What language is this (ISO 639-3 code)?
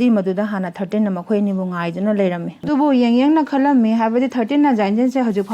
mni